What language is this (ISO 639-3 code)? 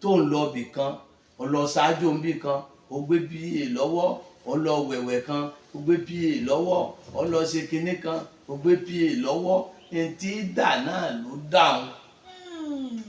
yor